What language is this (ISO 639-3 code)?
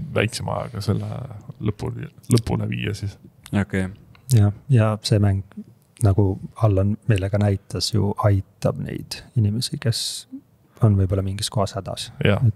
est